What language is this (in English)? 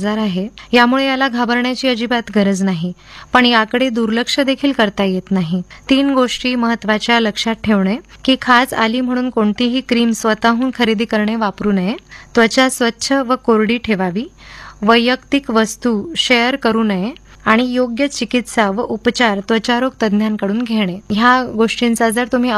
Marathi